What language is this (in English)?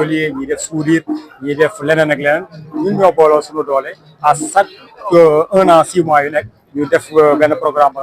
Wolof